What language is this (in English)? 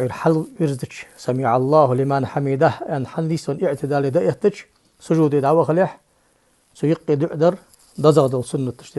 Ingush